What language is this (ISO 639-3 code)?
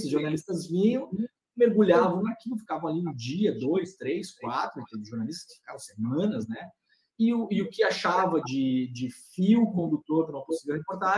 por